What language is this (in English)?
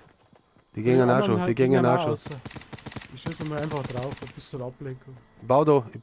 Bavarian